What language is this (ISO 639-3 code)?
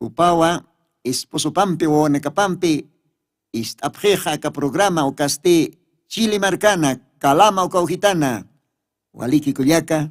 aym